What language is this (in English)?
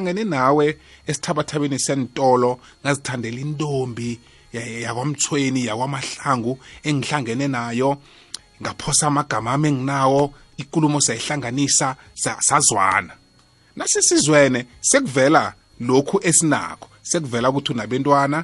South Ndebele